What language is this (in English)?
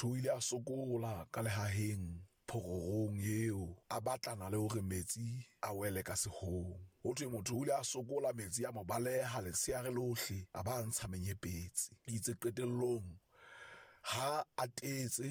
Southern Sotho